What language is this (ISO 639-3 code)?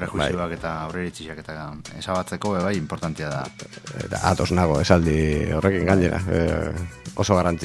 eus